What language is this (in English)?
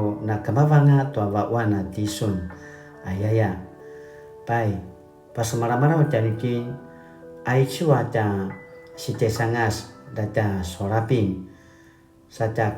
Paiwan